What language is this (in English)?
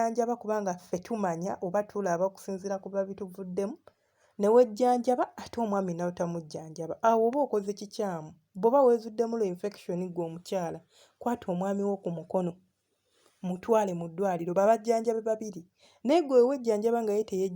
Ganda